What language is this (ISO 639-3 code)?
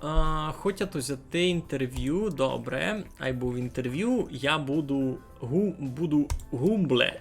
rue